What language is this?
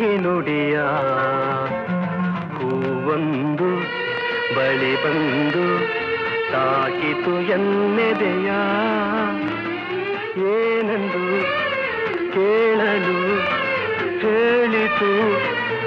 Kannada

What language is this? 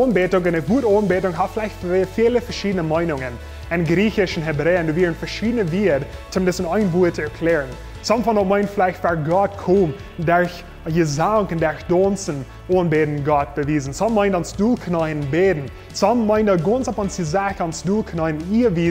Plautdietsch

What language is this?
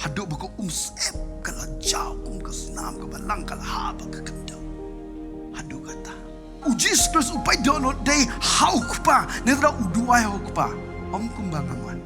Khasi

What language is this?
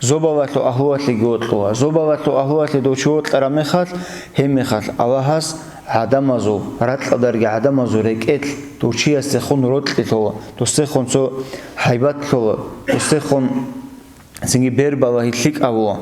Avaric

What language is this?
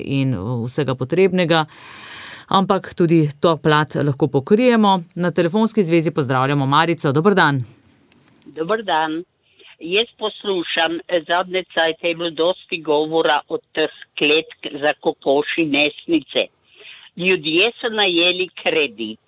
Slovenian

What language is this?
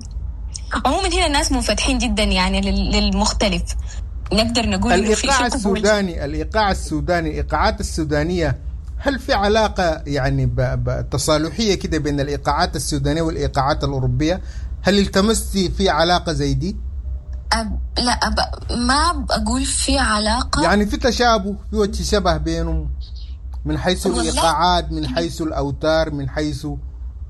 Sudanese Arabic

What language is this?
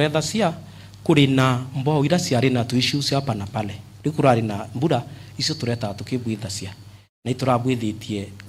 Meru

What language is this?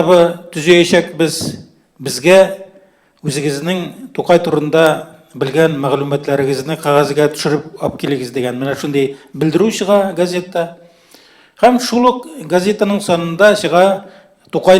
Tatar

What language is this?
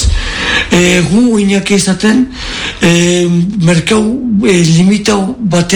Basque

